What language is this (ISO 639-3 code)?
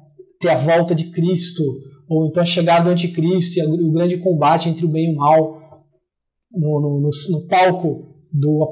por